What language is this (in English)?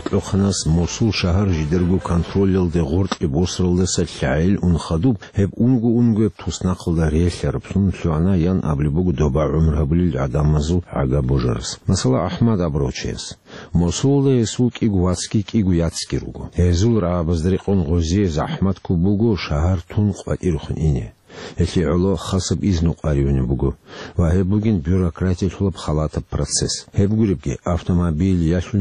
Avaric